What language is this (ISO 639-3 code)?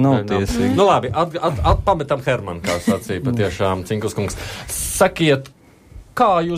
lav